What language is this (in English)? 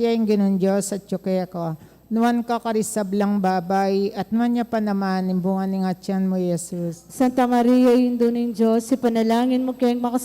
Pampanga